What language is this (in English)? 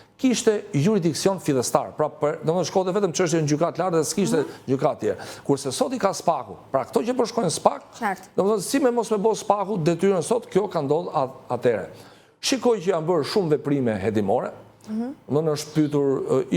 Albanian